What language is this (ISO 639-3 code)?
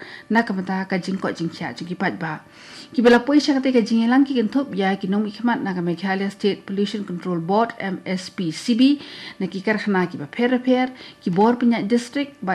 kha